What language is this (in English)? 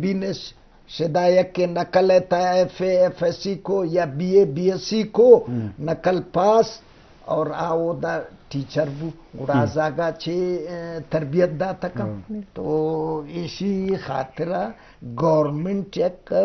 Eastern Balochi